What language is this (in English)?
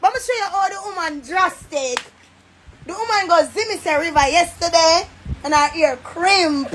Jamaican Creole English